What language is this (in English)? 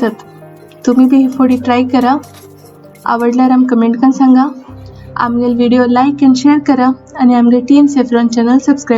Konkani